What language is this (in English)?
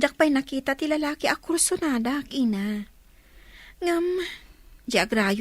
Iloko